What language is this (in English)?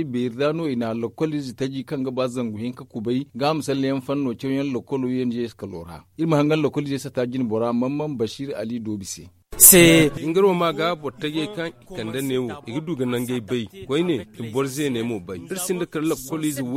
Zarma